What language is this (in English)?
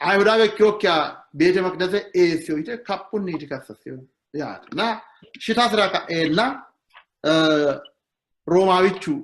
Sidamo